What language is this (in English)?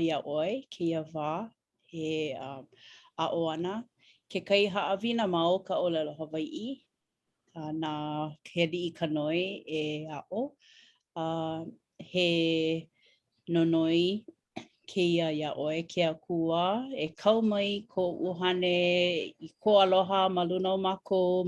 Hawaiian